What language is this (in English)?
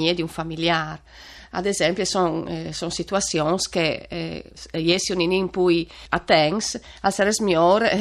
Friulian